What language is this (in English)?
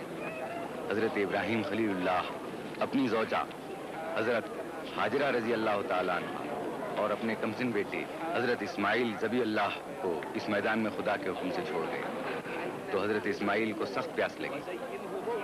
Urdu